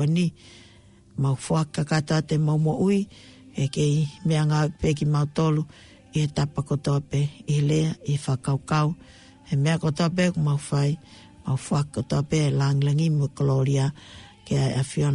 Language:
Tongan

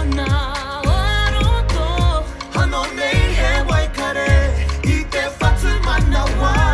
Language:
Māori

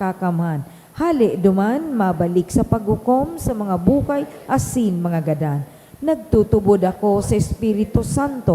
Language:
Bikol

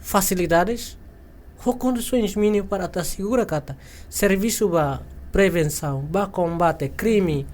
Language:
Tetum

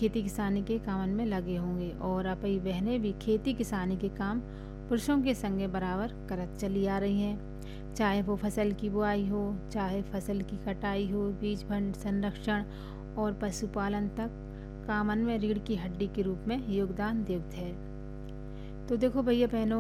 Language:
Hindi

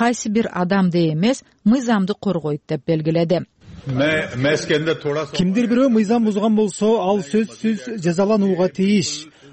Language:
Kyrgyz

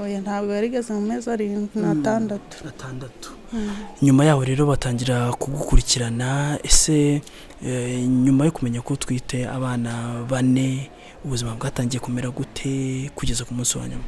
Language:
Kinyarwanda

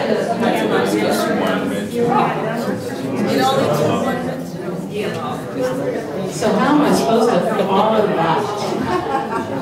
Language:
English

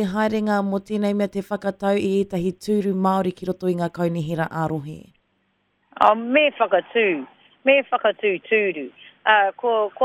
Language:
Māori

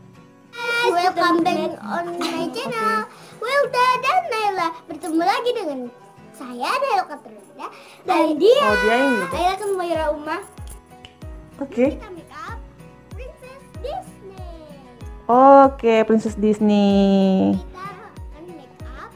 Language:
Indonesian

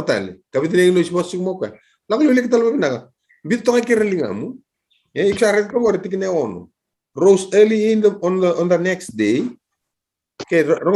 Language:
Fijian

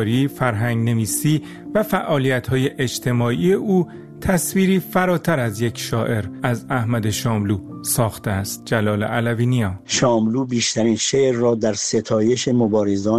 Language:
Persian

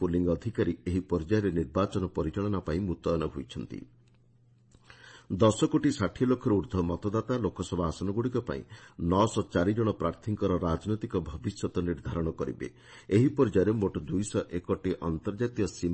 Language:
Odia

